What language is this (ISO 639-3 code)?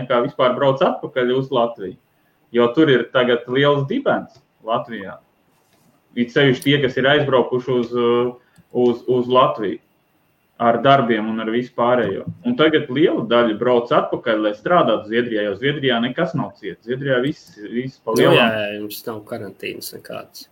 lav